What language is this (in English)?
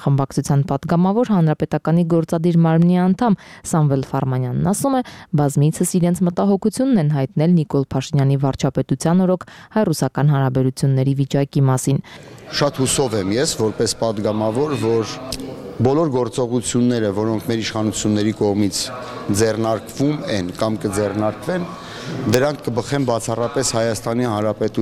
Armenian